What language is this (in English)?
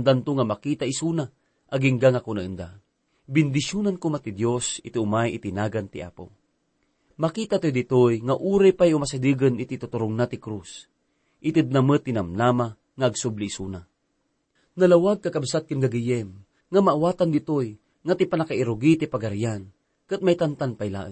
Iloko